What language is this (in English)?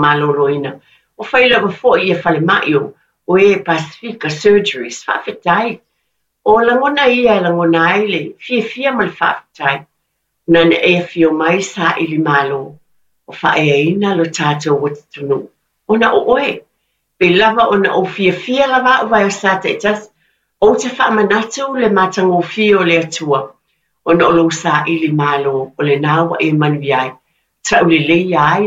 Samoan